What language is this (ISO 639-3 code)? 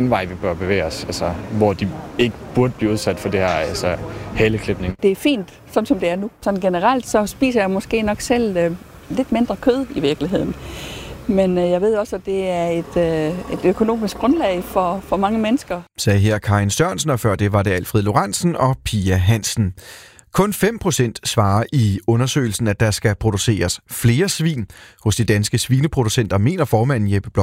dan